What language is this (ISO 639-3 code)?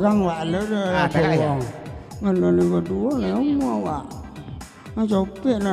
min